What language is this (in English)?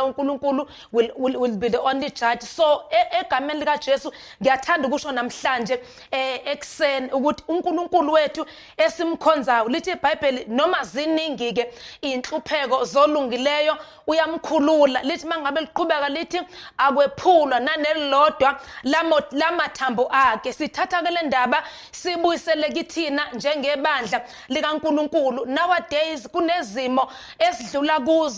Zulu